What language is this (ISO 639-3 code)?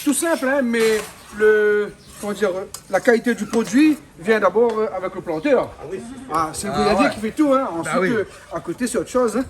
rcf